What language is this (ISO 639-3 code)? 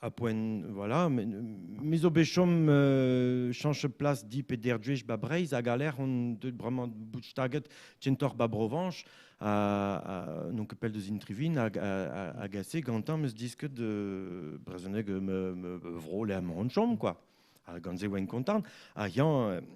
bre